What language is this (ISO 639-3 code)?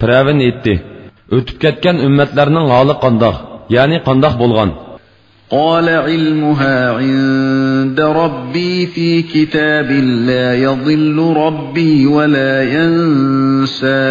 uig